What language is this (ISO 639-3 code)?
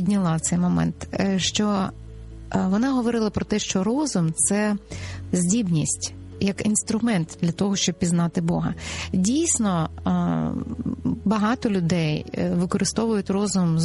ukr